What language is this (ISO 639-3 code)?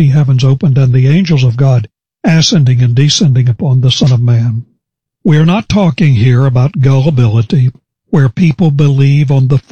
eng